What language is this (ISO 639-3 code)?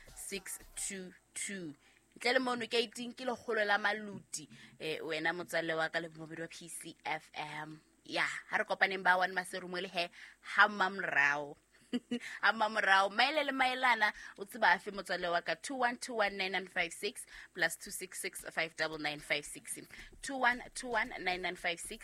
sot